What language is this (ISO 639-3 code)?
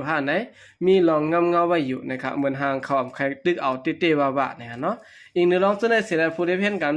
shn